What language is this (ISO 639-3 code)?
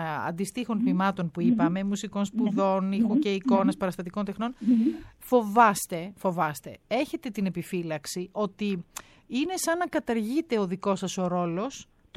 ell